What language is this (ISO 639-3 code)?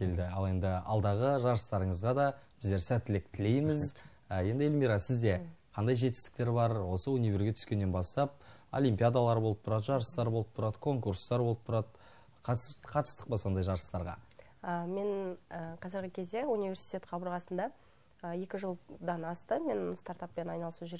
kaz